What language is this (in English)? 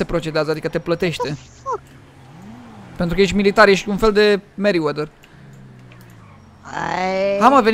Romanian